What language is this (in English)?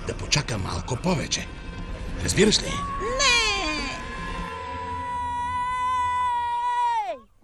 Bulgarian